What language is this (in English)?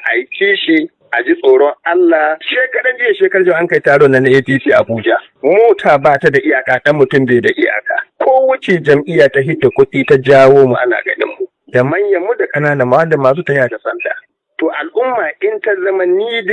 Hausa